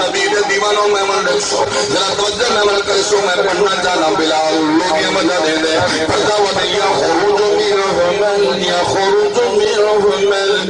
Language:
Saraiki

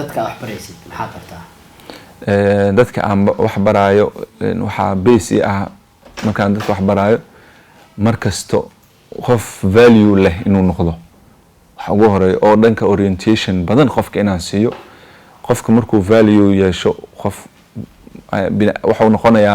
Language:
Somali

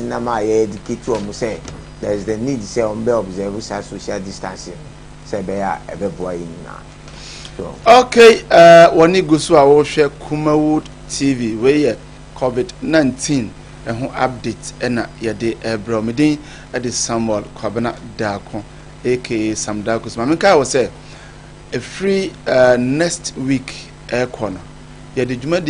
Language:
Akan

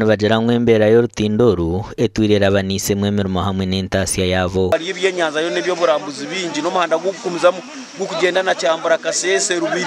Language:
Nyankole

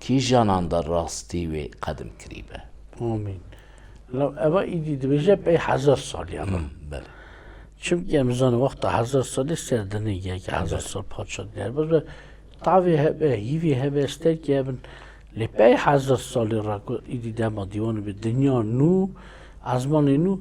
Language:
Kurdish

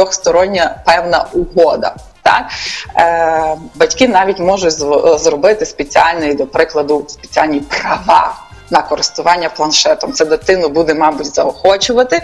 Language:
Ukrainian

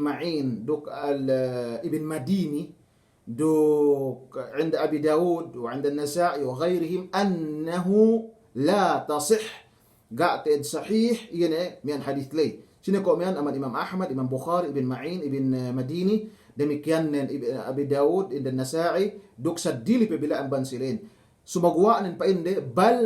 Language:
Yakan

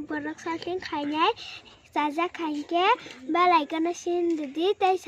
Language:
Kok Borok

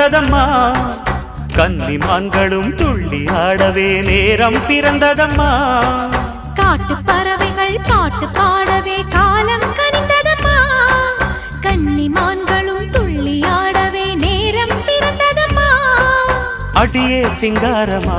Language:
Tamil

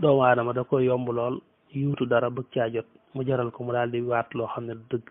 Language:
Wolof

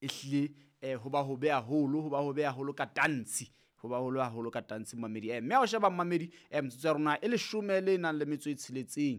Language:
Southern Sotho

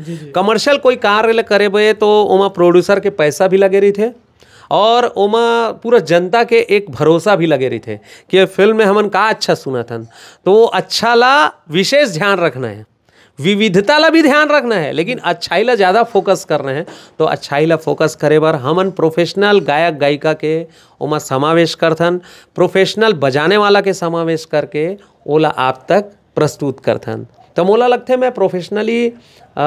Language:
Chhattisgarhi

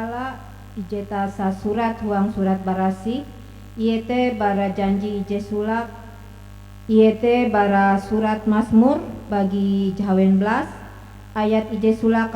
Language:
Ngaju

